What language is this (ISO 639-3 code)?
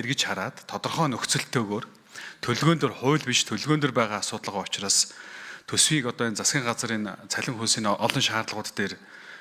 mon